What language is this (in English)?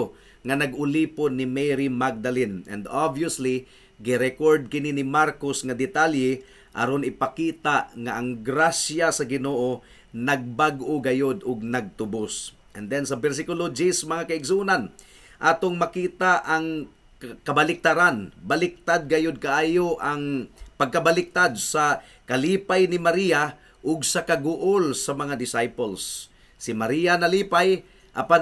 Cebuano